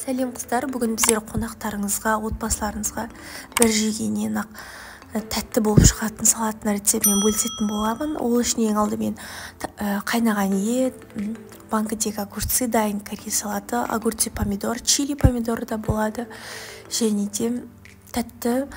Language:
Kazakh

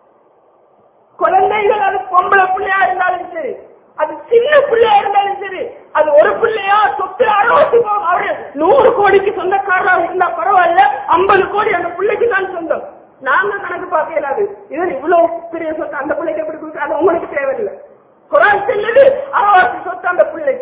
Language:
Tamil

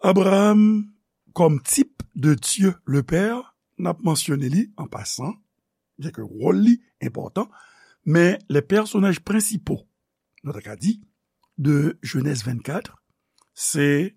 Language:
Haitian Creole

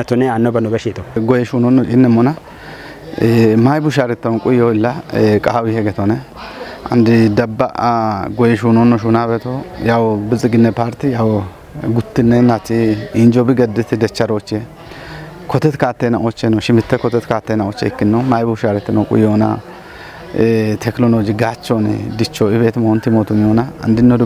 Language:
Kafa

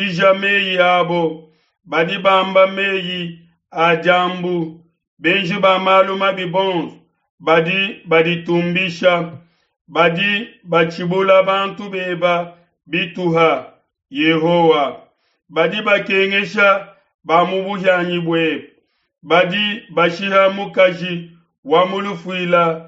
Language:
Luba-Lulua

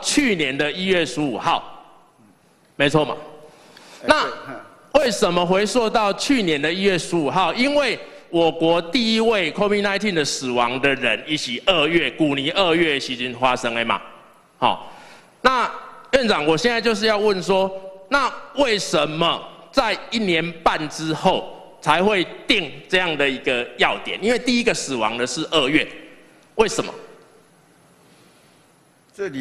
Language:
Chinese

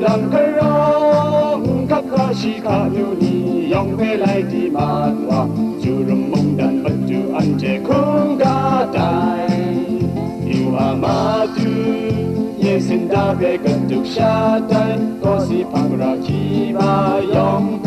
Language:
Kachin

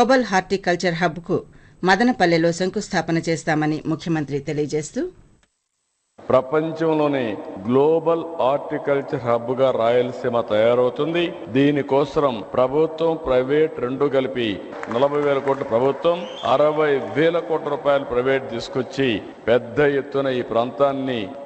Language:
Telugu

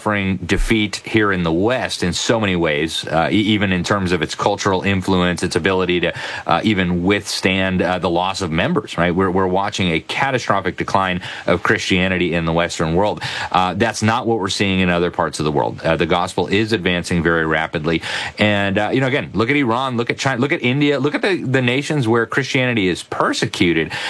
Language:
English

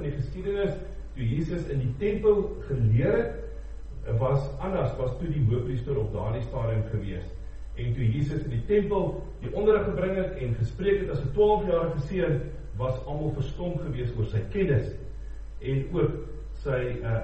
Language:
Afrikaans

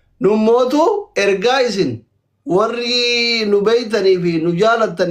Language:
Oromo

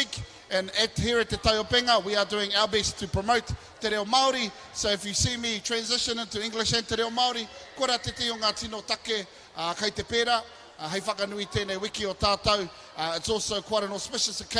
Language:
Māori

